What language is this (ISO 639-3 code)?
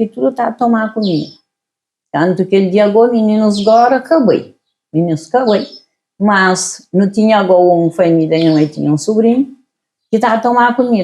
kea